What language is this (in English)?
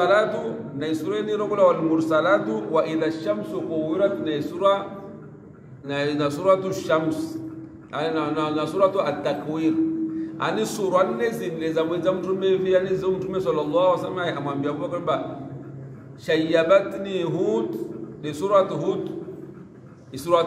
Swahili